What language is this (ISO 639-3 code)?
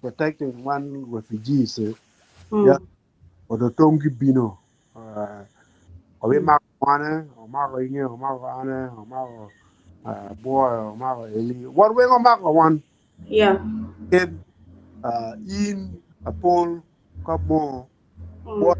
ach